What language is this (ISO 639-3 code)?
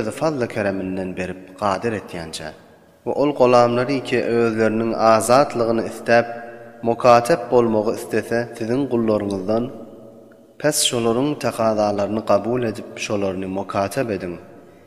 tuk